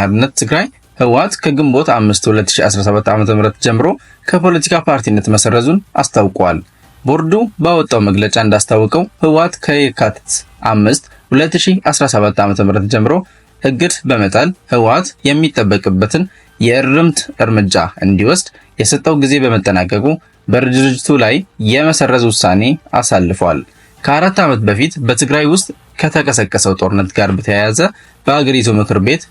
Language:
Amharic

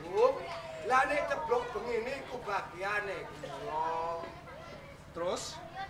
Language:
Javanese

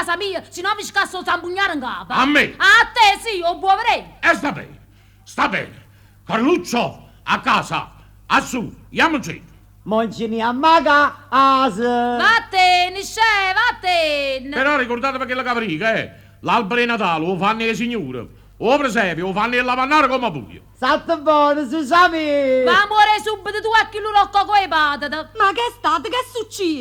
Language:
Neapolitan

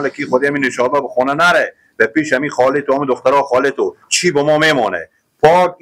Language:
Hazaragi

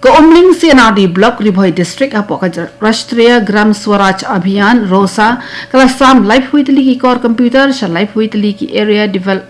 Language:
Khasi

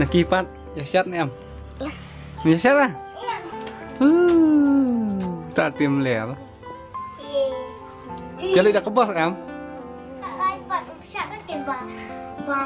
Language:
Khasi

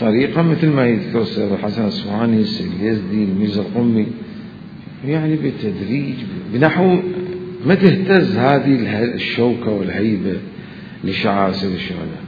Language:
Mesopotamian Arabic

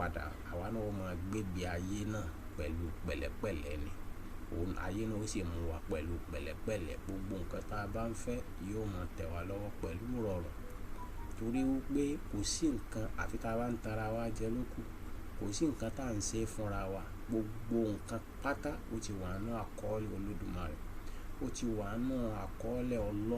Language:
Yoruba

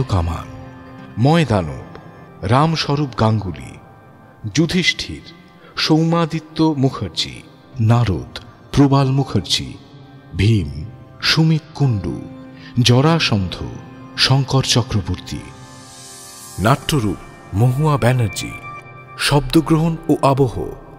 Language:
Bangla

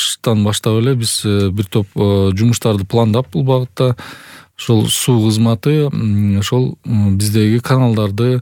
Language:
Kyrgyz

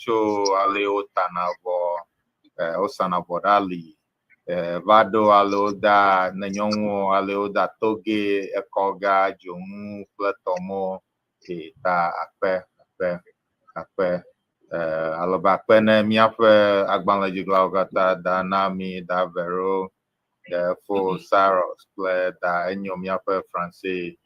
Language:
Ewe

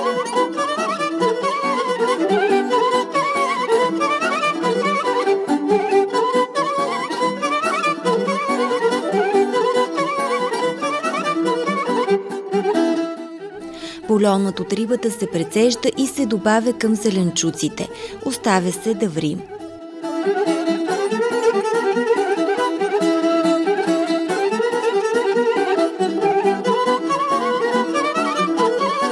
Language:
Bulgarian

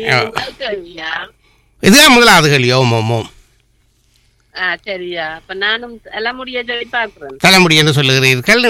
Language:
Tamil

